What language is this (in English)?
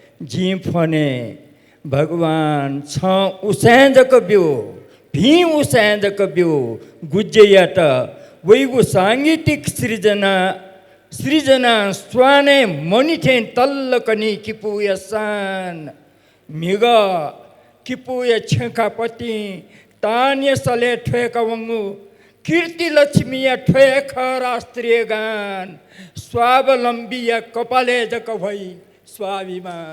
Newari